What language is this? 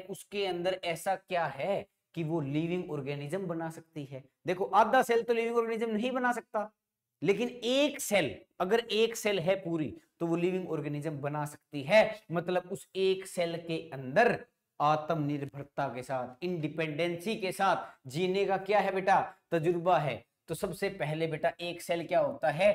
Hindi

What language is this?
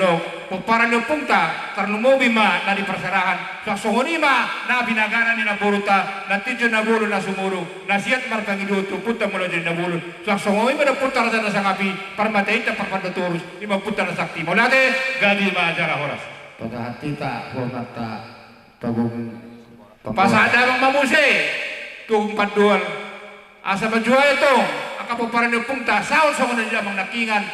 Batak Toba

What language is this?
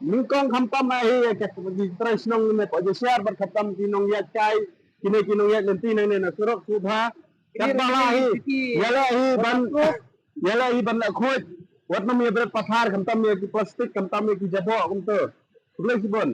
Khasi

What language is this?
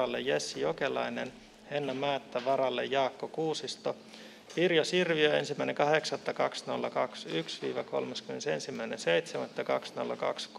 Finnish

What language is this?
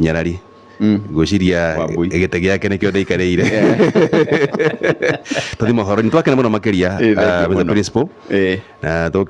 Kikuyu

